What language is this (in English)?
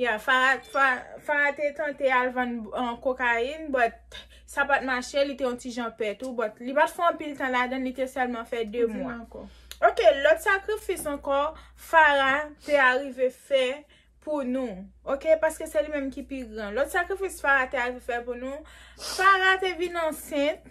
Haitian Creole